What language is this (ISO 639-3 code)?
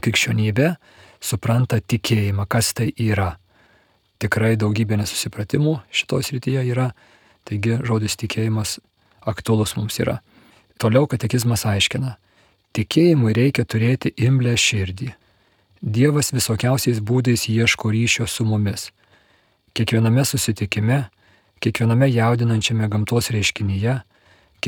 lit